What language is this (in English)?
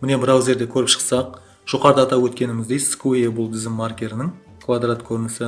Kara-Kalpak